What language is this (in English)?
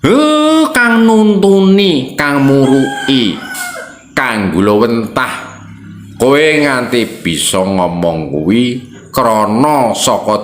Javanese